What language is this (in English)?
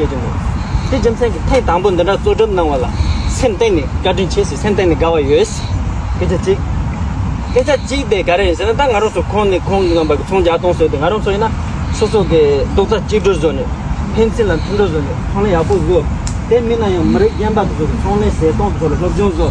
Tibetan